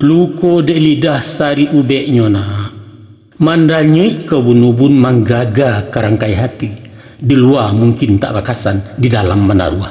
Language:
Minangkabau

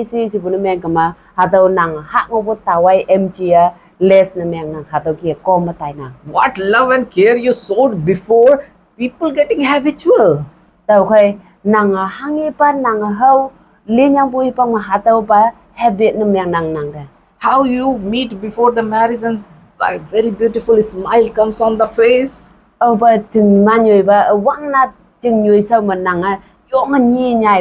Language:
Konyak Naga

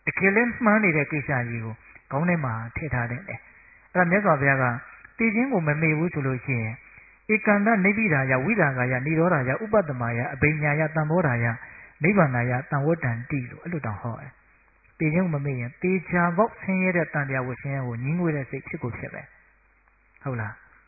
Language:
Burmese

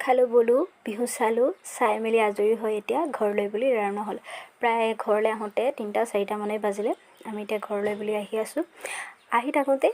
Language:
Assamese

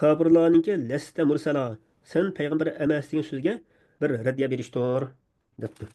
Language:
Uyghur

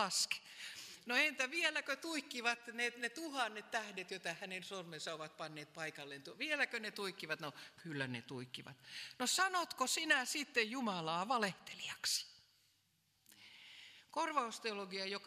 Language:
Finnish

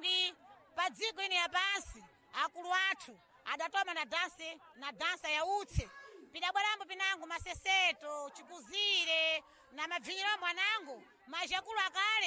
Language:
Sena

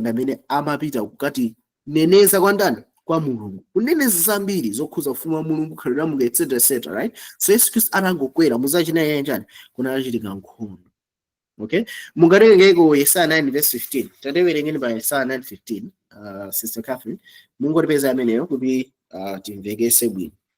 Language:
Nyanja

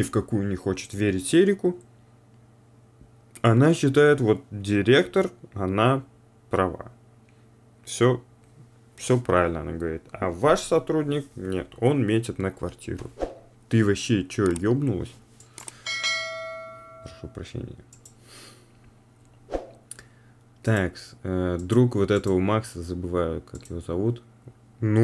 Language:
Russian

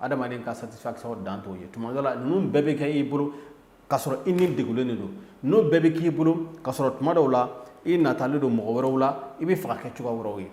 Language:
Bambara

